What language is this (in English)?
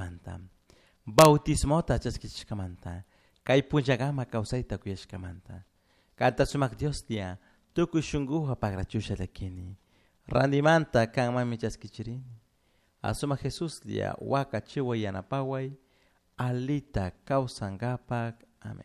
Chimborazo Highland Quichua